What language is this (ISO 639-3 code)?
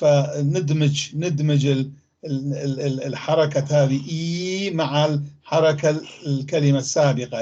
apc